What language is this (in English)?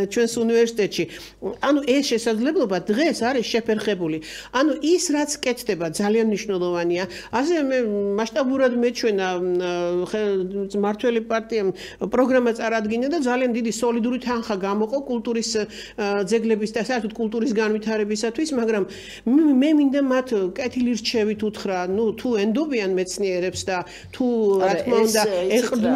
Georgian